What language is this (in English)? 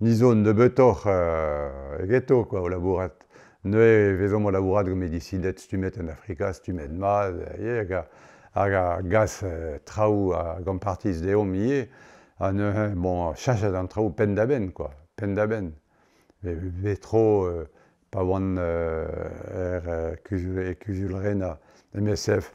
Breton